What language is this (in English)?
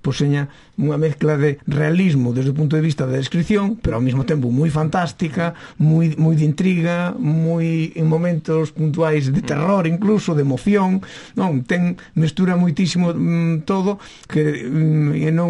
Galician